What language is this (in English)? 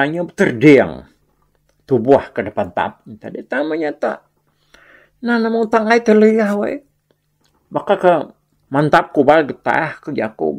Iban